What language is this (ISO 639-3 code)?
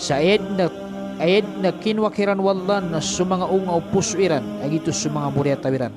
mrw